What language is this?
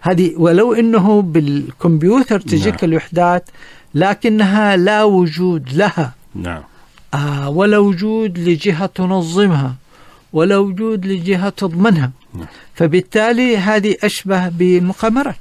Najdi Arabic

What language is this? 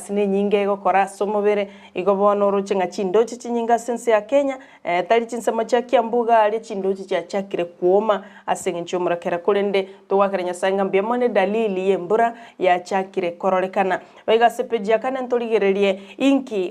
Gusii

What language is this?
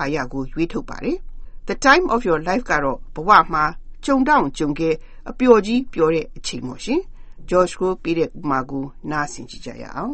Burmese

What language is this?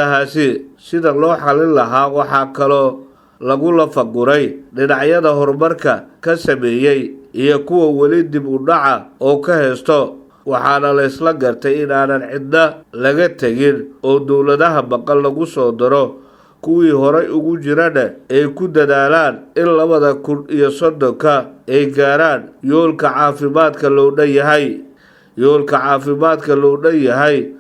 Somali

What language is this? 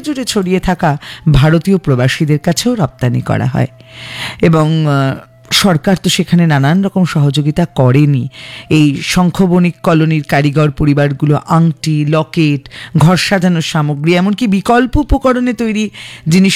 Bangla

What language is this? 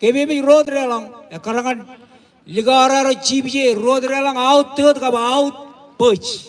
Marshallese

